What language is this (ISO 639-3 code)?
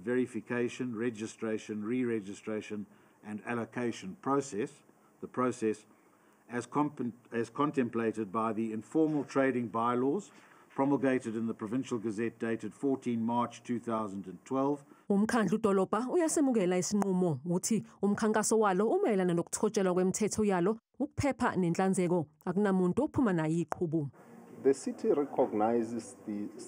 zul